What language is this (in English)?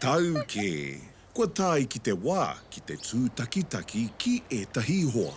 Māori